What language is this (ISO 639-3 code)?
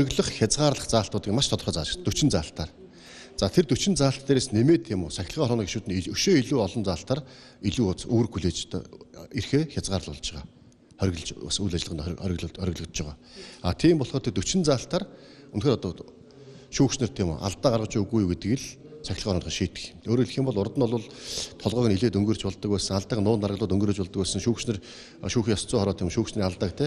mon